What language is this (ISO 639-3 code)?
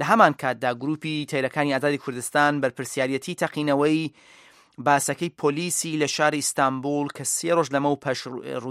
ckb